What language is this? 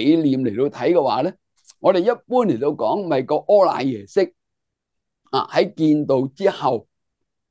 Cantonese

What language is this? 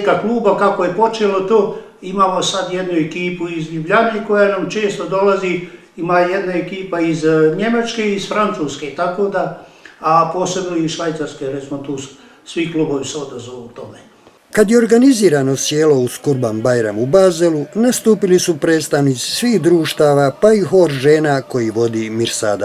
Bosnian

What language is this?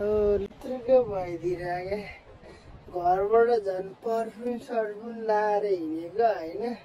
Nepali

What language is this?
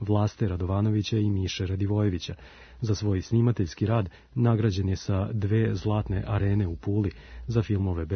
Serbian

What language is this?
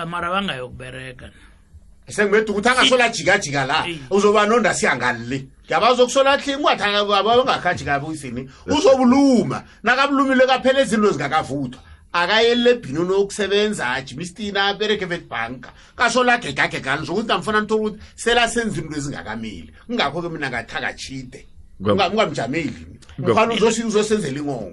South Ndebele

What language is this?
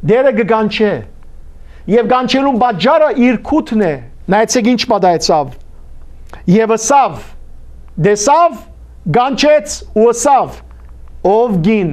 Western Armenian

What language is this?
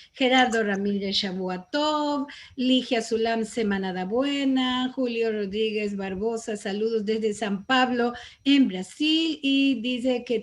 Ladino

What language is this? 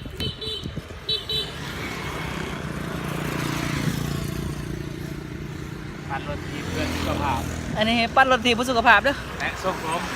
Lao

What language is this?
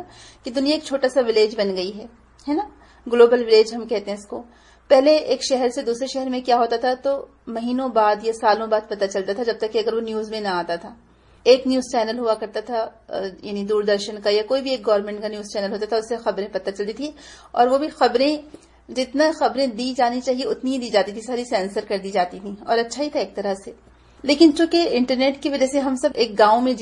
Urdu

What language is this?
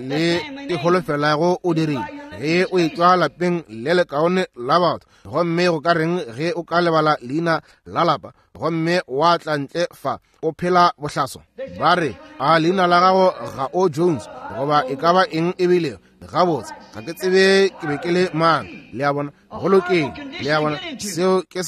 Northern Sotho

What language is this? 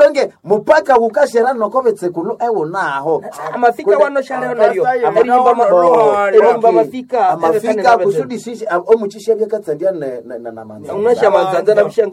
Nande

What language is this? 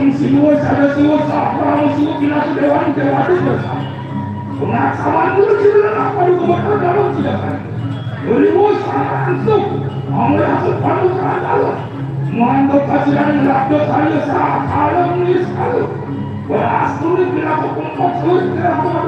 Balinese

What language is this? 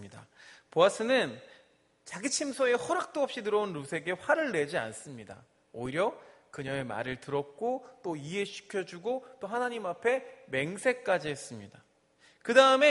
Korean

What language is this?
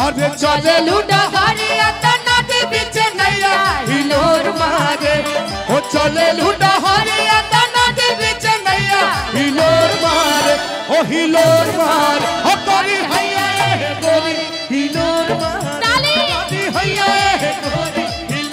Bhojpuri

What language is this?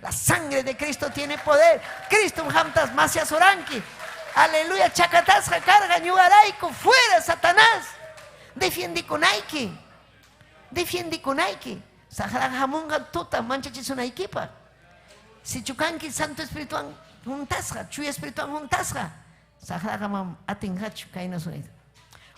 Ayacucho Quechua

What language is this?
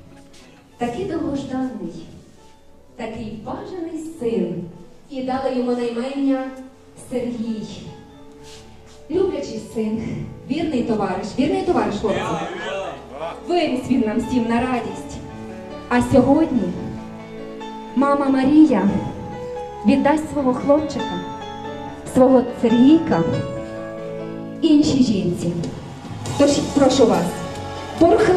Ukrainian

